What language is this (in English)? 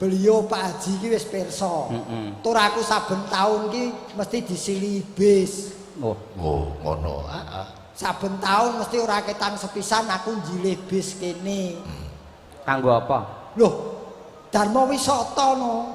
Javanese